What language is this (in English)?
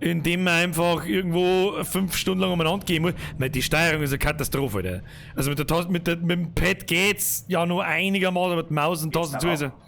Bavarian